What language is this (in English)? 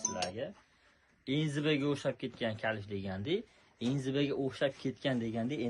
Uzbek